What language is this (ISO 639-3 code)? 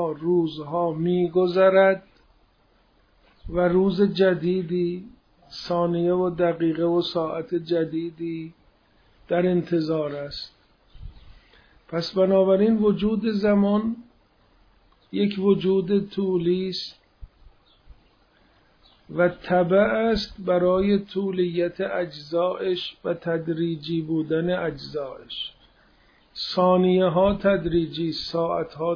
fas